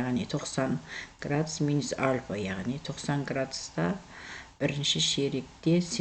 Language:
Kazakh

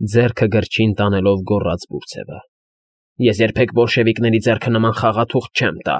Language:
Armenian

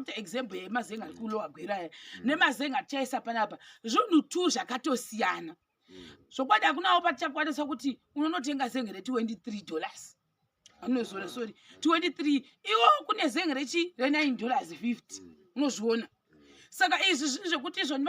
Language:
Shona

